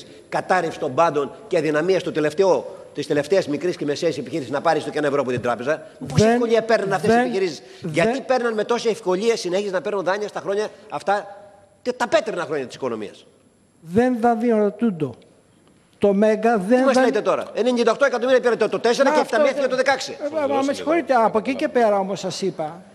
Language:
Greek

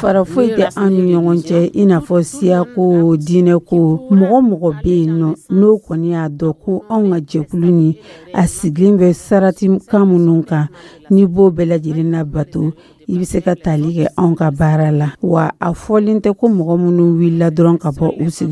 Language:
Dyula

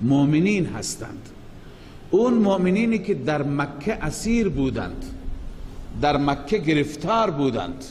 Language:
Persian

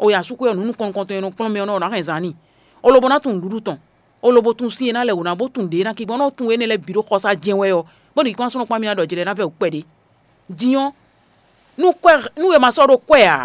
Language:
Fon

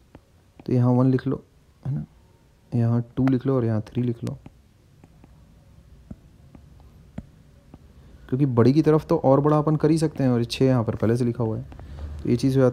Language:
Hindi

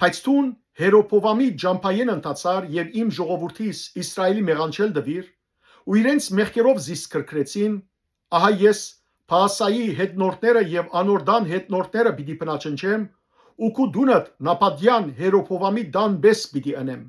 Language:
Western Armenian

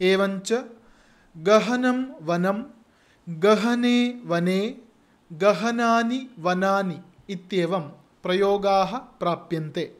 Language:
Sanskrit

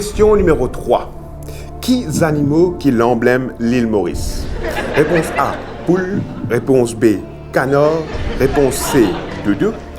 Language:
Morisyen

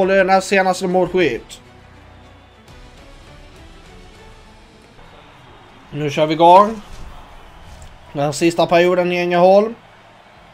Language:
Swedish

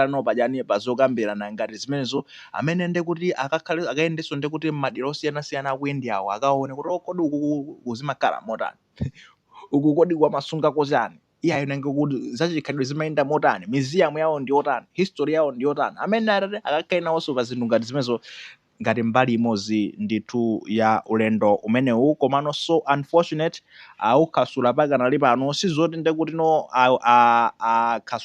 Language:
Nyanja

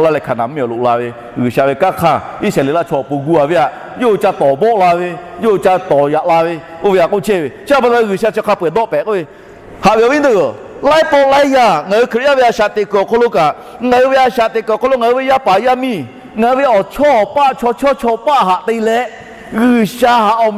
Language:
Lahu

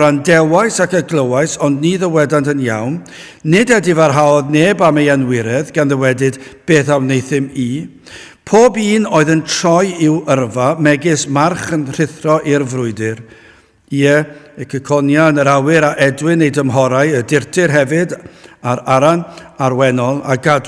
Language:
Welsh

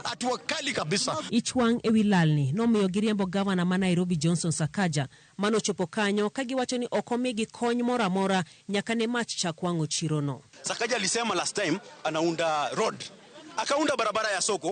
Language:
Luo (Kenya and Tanzania)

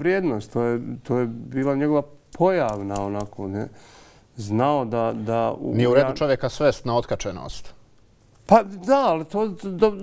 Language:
Bosnian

